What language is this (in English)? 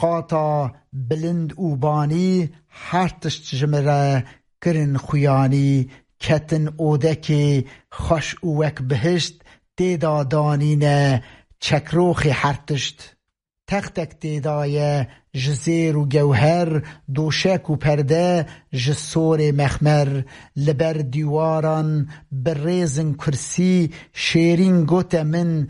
Kurdish